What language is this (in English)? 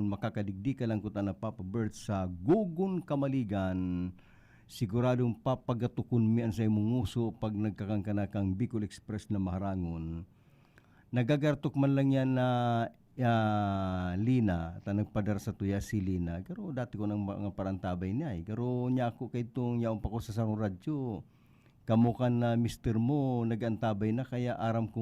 Bikol